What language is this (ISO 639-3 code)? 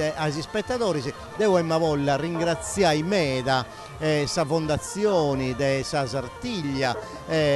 srd